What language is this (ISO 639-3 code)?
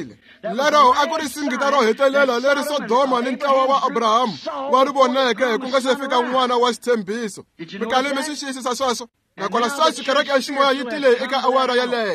tso